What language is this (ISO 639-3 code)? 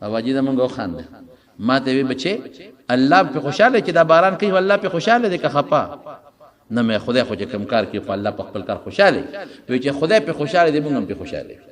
pus